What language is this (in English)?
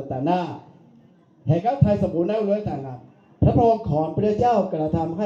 Akha